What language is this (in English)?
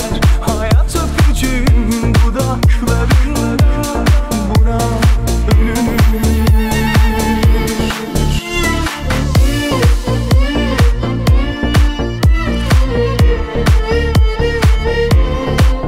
Turkish